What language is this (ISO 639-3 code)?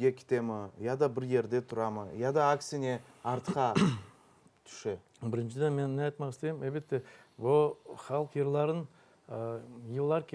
crh